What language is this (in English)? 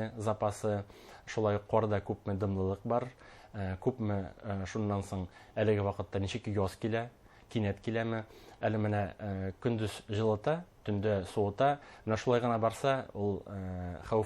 Bashkir